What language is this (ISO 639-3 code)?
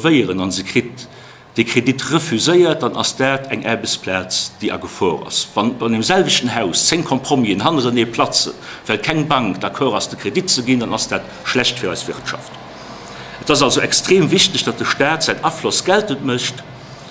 ltz